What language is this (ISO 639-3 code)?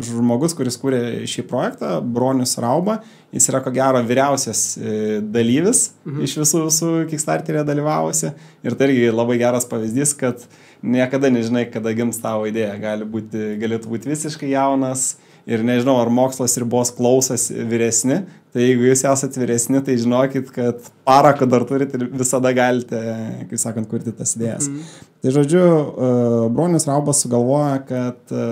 lit